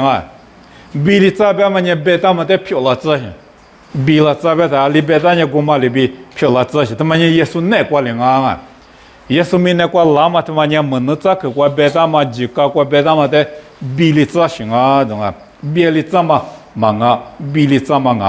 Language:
Lisu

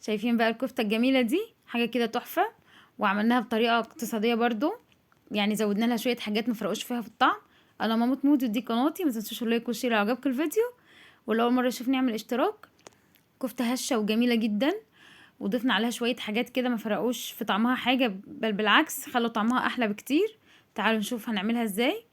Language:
Egyptian Arabic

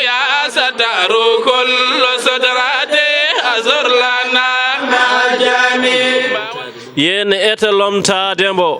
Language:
Fula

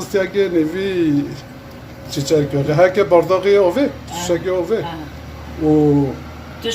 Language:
Kurdish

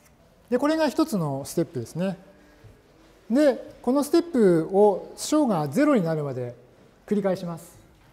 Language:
Japanese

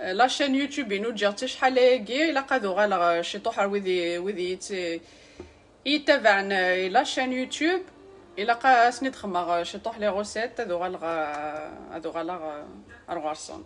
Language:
Kabyle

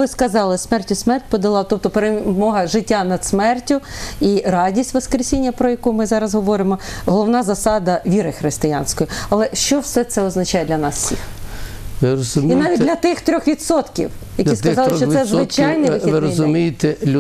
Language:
Ukrainian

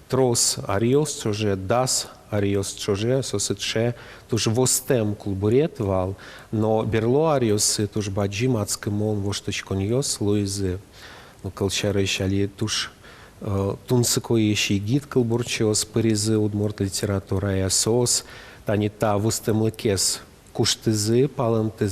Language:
Udmurt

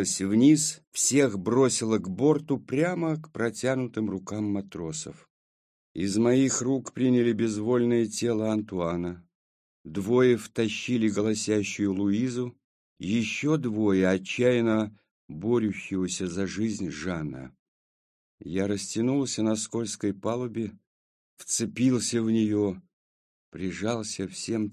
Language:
Russian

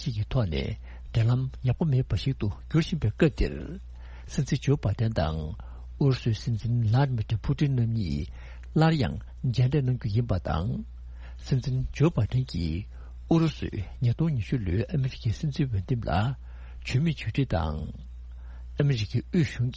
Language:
Tibetan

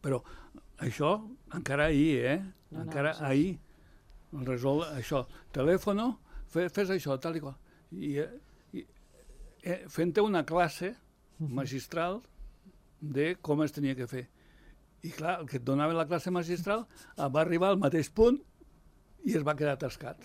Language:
Catalan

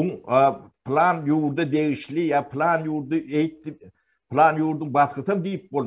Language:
Turkmen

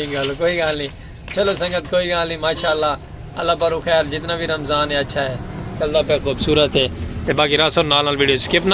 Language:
Saraiki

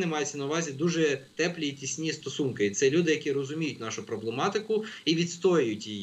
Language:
Ukrainian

